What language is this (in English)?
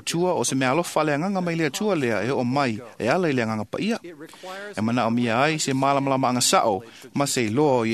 Samoan